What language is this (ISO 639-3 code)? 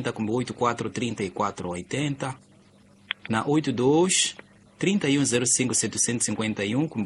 tso